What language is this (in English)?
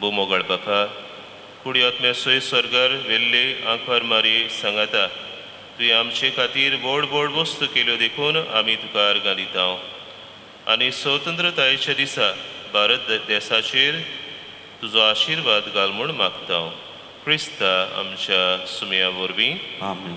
Konkani